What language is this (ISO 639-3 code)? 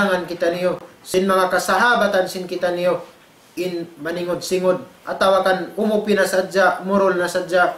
tsg